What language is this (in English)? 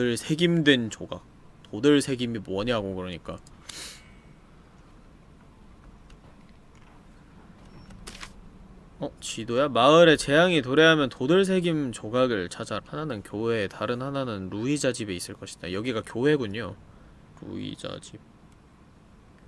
Korean